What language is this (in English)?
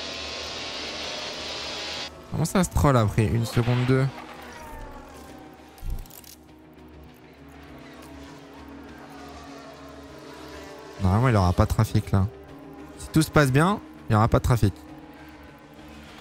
French